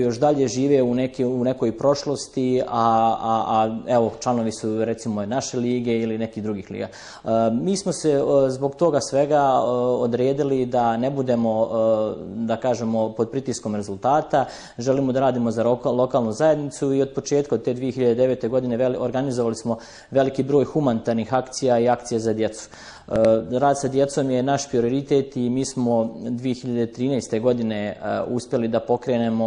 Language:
Bosnian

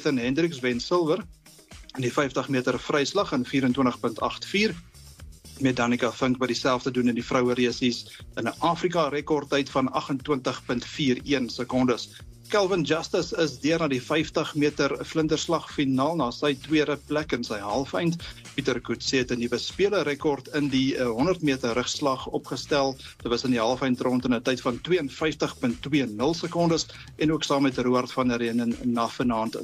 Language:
Afrikaans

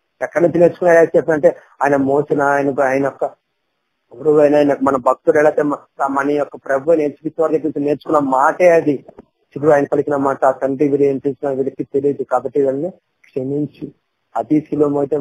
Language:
Telugu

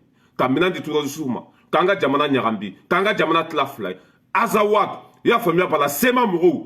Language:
Bambara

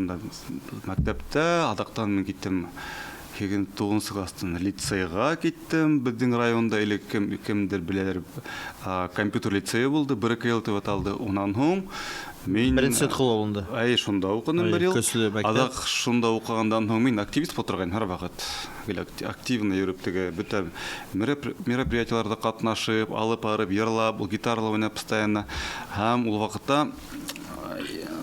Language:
Bashkir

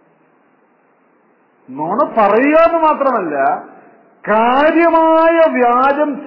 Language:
Malayalam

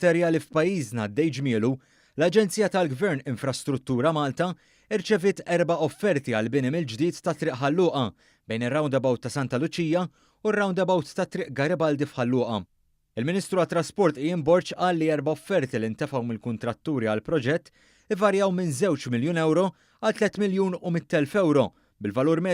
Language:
Maltese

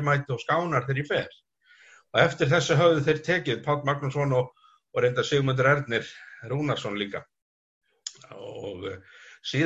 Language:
Icelandic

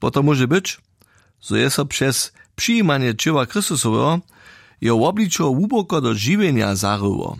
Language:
Upper Sorbian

